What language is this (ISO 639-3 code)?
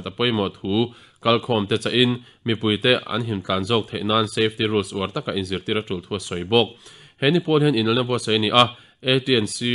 lus